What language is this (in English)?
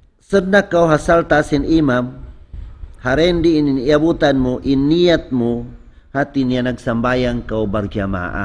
Tausug